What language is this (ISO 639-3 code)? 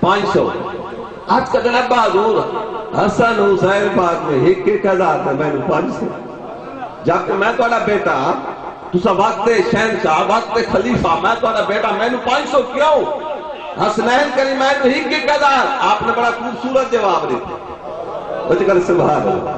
skr